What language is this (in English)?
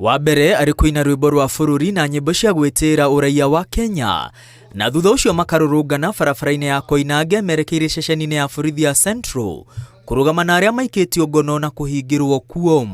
Kikuyu